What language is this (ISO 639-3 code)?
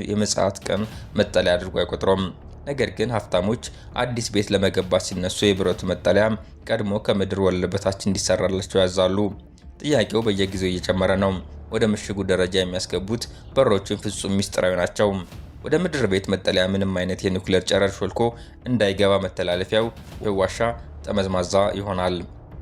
amh